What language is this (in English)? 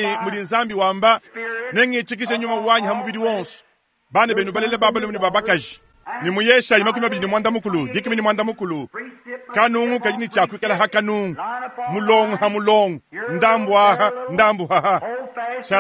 Luba-Lulua